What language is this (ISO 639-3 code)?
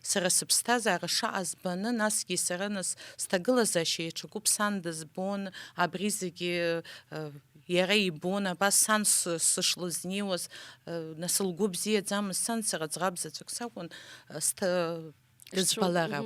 abk